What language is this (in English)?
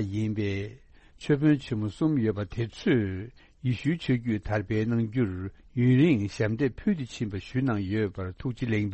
Tibetan